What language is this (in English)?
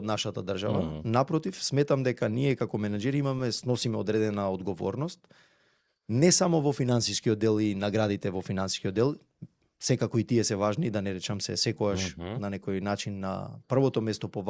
Macedonian